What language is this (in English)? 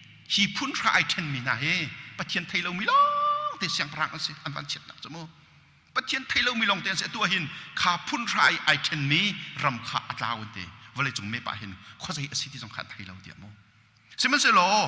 Hakha Chin